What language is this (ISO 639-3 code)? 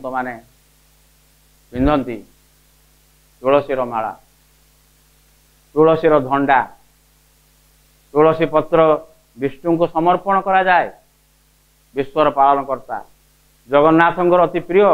ori